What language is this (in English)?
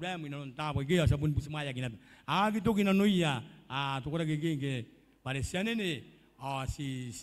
Gilbertese